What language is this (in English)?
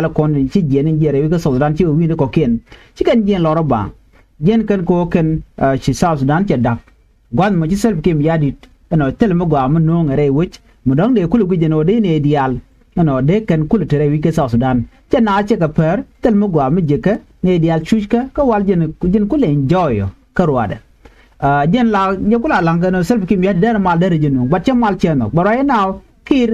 Nuer